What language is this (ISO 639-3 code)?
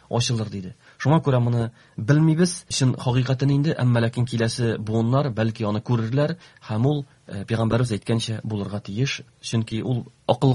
tat